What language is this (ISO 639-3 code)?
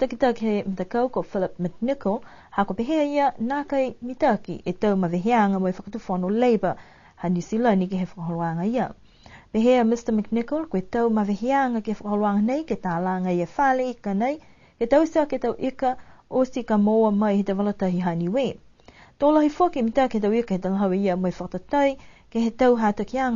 niu